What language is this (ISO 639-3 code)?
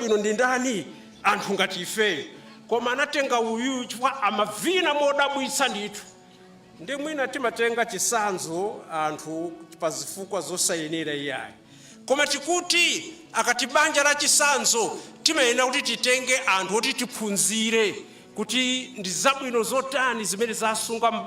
nya